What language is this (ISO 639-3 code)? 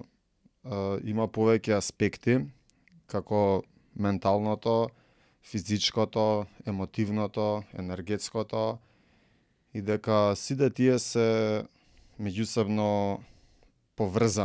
mkd